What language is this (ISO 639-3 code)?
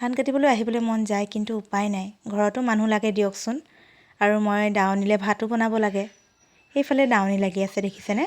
asm